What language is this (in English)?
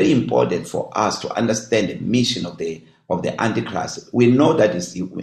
English